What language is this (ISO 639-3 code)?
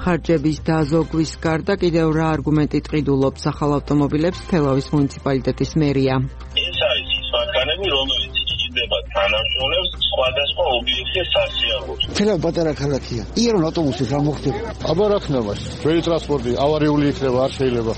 kat